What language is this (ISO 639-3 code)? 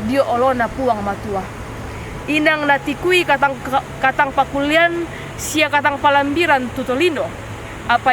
sda